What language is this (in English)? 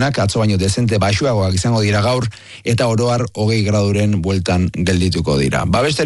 Basque